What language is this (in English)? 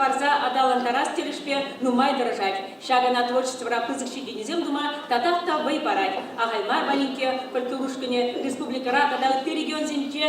Chuvash